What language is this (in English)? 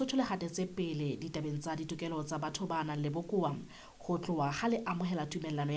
Southern Sotho